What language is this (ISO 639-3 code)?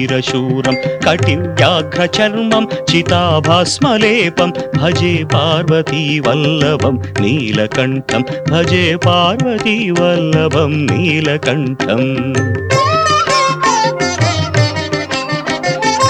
san